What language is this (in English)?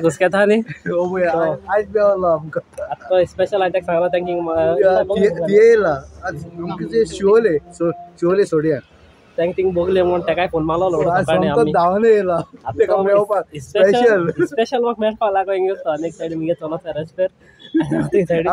Konkani